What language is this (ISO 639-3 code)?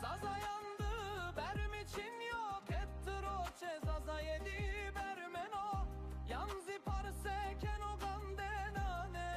zza